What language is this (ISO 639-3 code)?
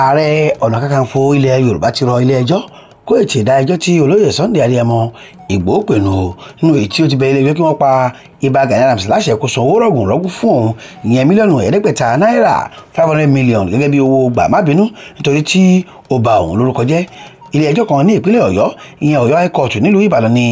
yor